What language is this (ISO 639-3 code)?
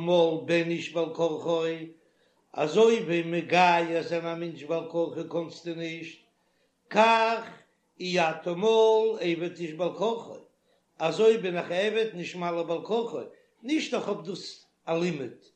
yid